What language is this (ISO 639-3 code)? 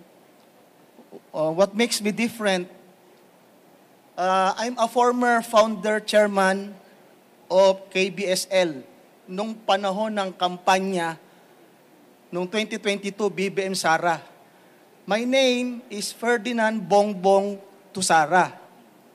fil